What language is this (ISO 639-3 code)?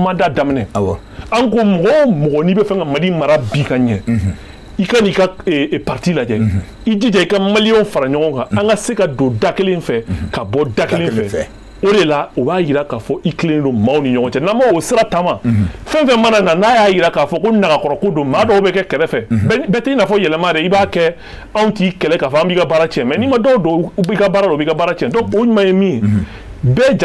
bam